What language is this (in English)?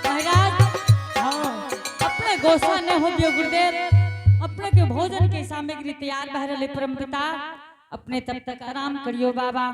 Angika